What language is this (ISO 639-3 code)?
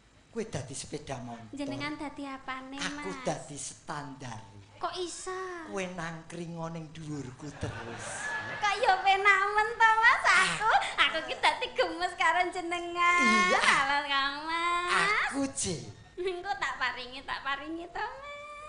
jav